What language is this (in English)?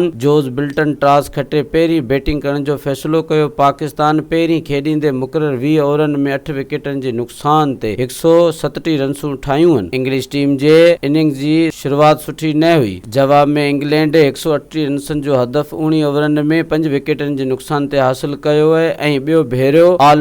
Sindhi